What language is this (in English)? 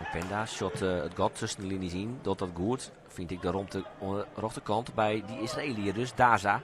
Western Frisian